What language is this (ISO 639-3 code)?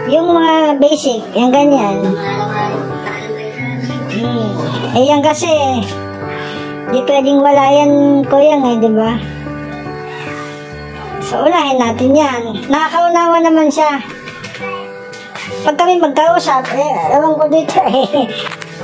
fil